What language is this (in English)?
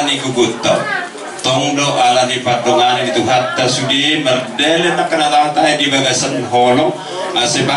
Batak Toba